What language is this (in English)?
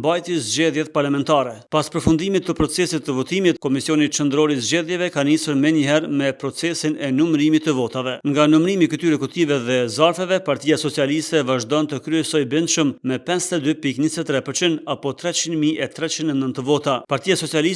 Albanian